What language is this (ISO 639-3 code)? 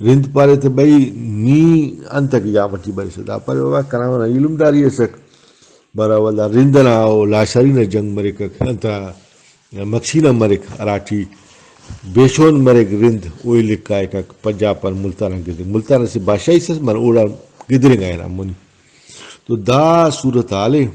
brh